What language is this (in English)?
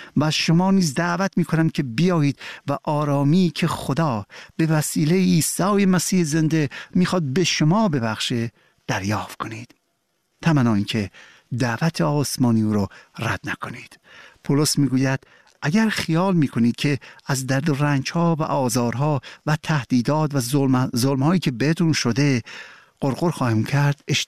Persian